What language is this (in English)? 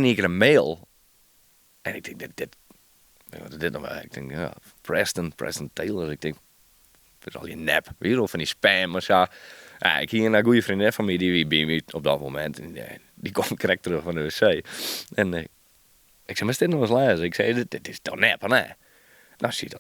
Western Frisian